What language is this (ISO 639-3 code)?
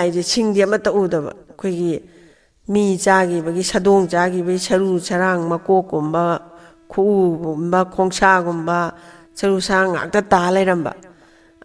mni